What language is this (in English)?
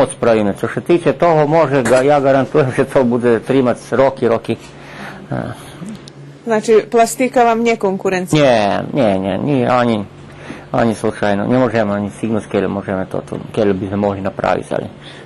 Rusyn